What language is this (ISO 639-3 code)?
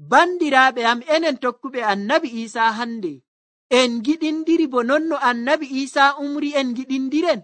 fuv